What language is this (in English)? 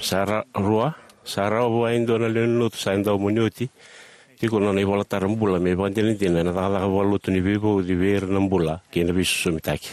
Fijian